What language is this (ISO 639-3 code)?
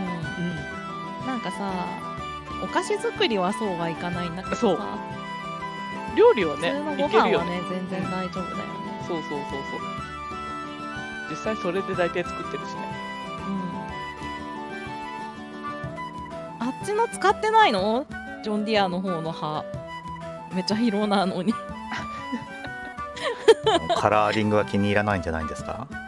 jpn